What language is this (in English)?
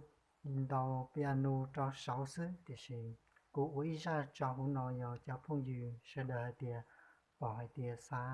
Hmong